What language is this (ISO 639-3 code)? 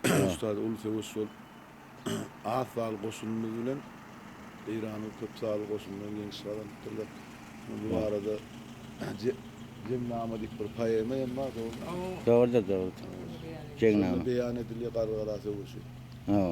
tuk